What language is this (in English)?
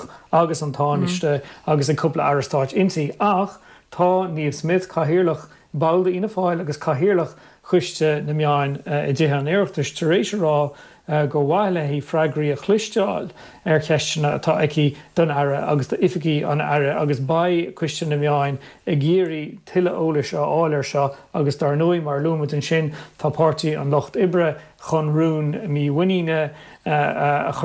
Irish